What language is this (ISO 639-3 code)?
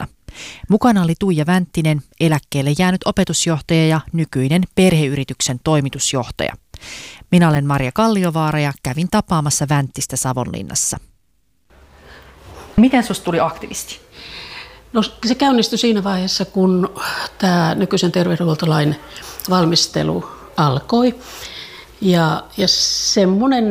fin